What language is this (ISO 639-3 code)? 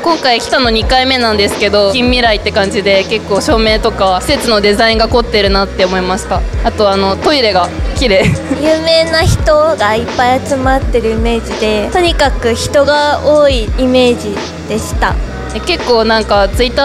jpn